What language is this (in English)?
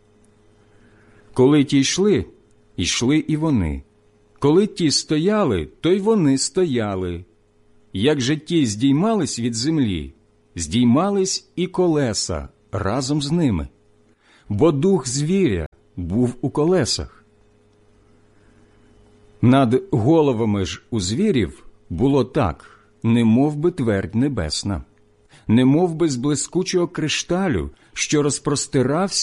Ukrainian